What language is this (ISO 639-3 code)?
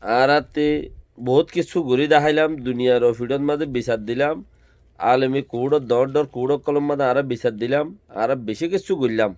rhg